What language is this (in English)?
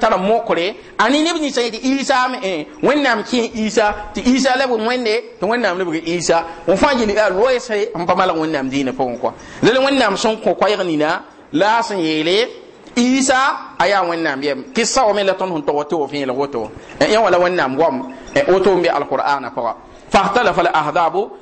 Mossi